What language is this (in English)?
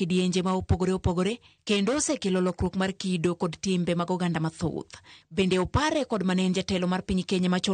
Luo (Kenya and Tanzania)